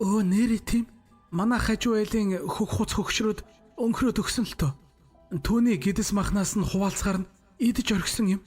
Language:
Mongolian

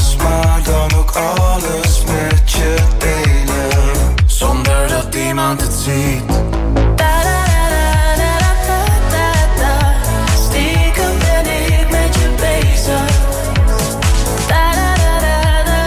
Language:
Dutch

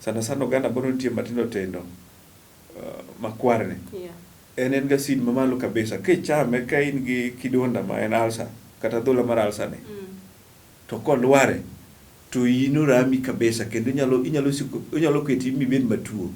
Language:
Luo (Kenya and Tanzania)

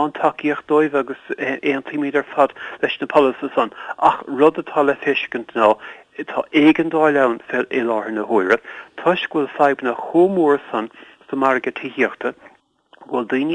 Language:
Irish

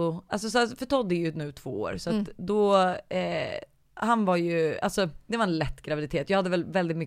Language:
Swedish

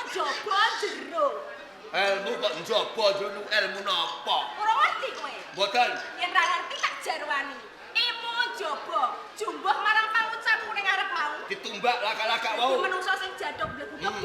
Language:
Javanese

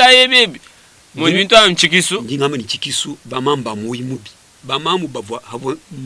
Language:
Luba-Lulua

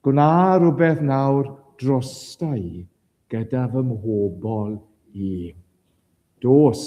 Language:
Welsh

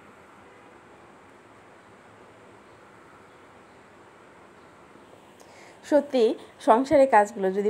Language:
Bangla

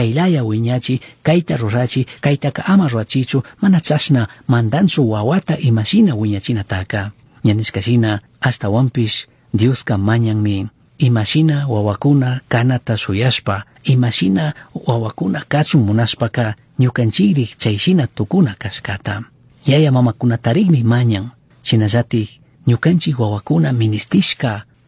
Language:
Chimborazo Highland Quichua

